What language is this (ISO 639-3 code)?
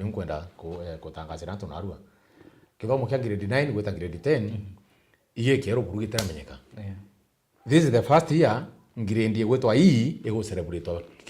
mer